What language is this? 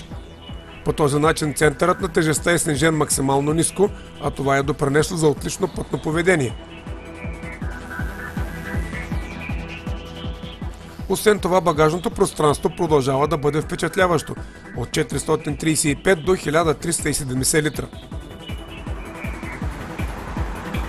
Bulgarian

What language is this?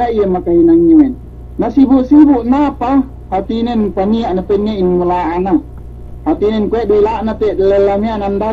Yakan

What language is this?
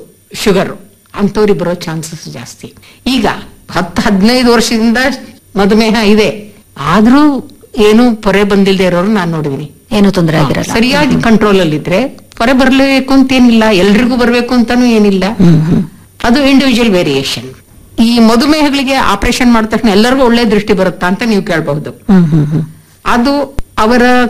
Kannada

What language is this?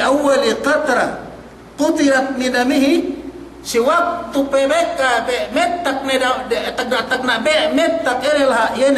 Yakan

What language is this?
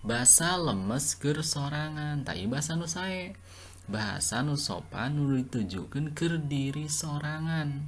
Sundanese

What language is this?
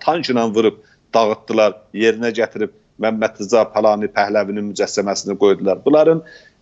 South Azerbaijani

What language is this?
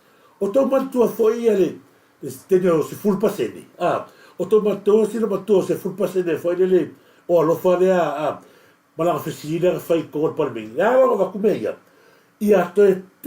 Samoan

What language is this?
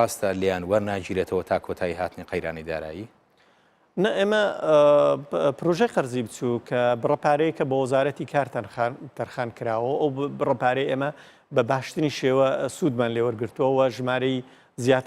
Central Kurdish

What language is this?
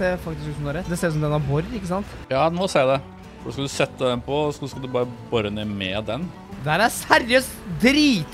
Norwegian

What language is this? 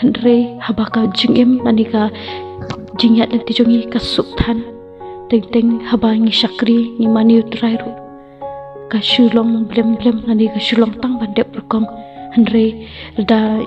Khasi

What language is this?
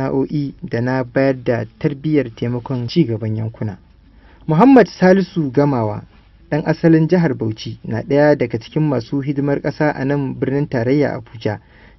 Hausa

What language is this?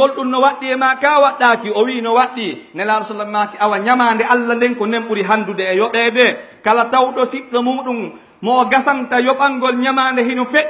Pular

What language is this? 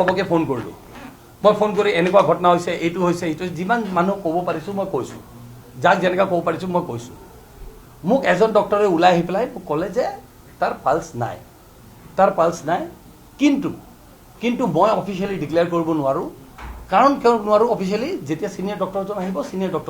Assamese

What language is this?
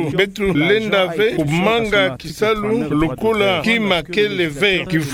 Kituba (Democratic Republic of Congo)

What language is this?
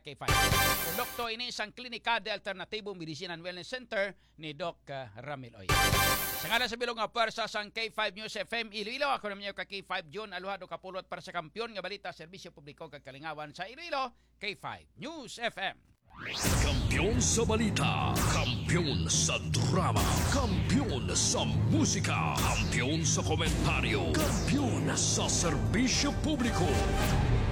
Hiligaynon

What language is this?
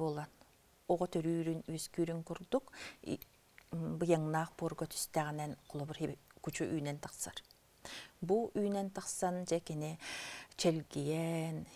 Yakut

